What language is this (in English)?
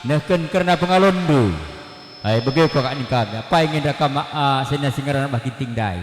Batak Karo